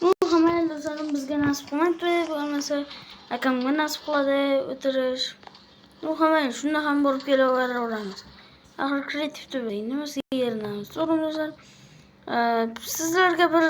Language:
Uzbek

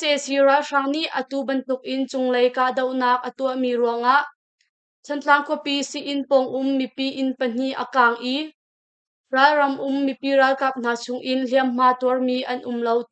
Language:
Hakha Chin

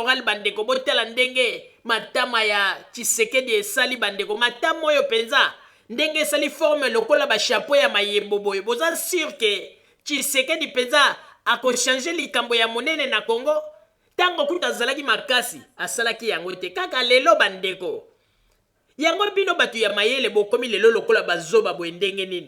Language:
Lingala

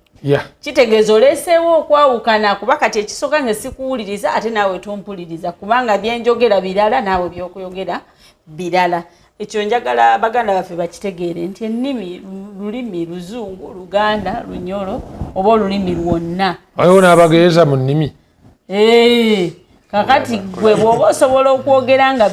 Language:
Ganda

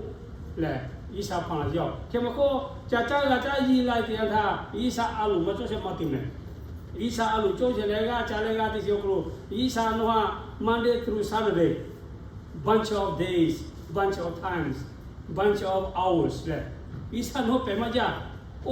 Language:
Lahu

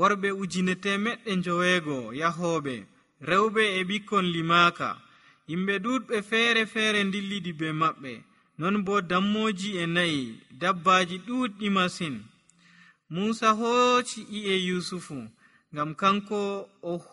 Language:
Nigerian Fulfulde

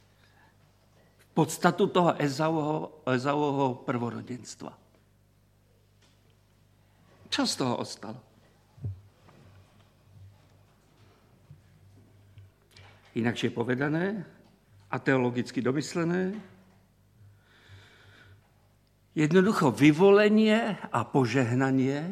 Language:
Slovak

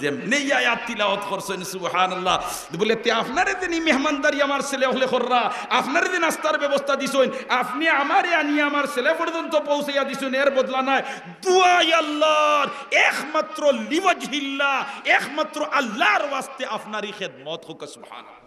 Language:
Sylheti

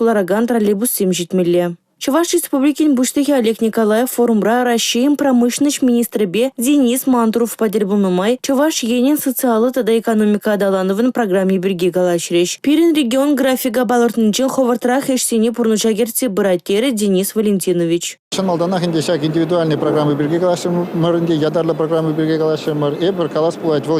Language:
Chuvash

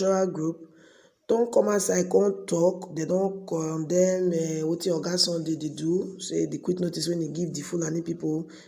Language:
Nigerian Pidgin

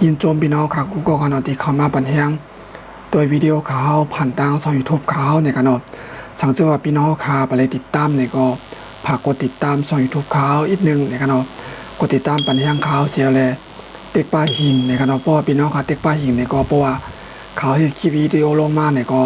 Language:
Shan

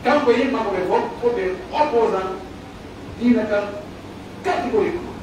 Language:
Pular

